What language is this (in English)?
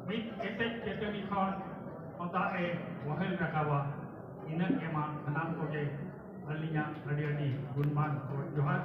Santali